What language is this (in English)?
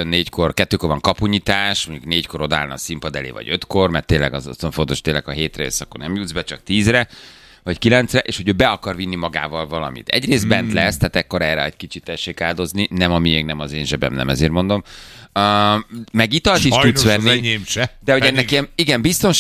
Hungarian